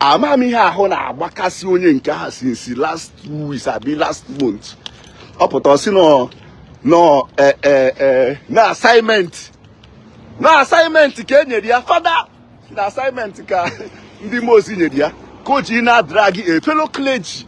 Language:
Igbo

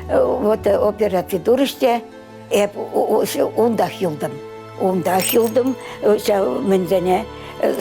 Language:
Chuvash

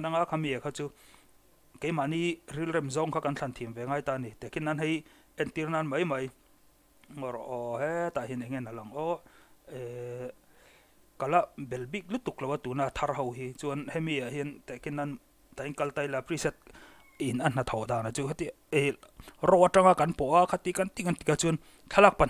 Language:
Mizo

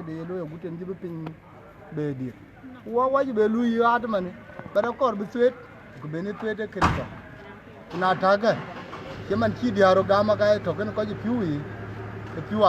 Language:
Dinka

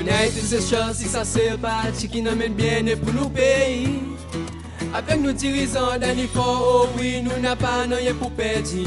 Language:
Seselwa Creole French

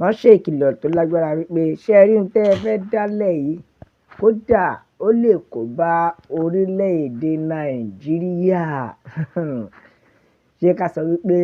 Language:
Yoruba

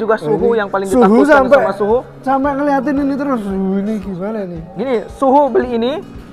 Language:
Indonesian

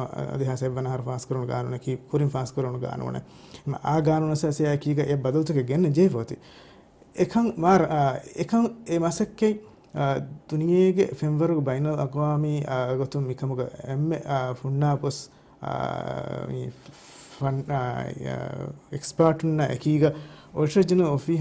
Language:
Divehi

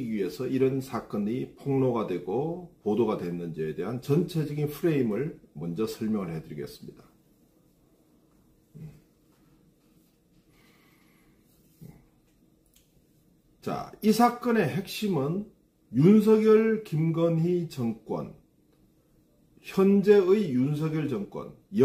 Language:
Korean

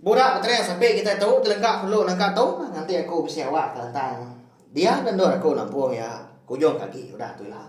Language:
Iban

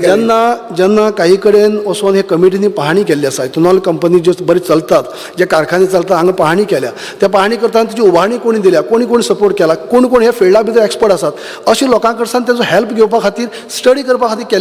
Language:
Konkani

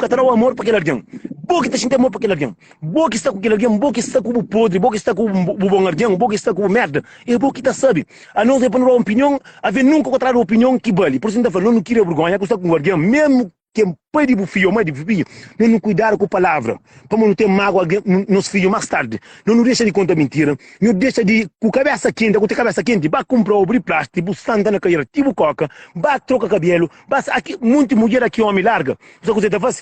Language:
Kabuverdianu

